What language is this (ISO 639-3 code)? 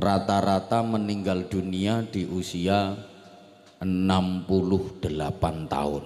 jav